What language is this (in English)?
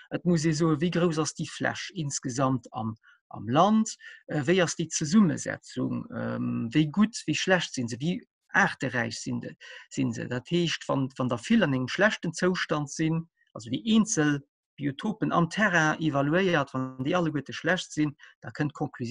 Luxembourgish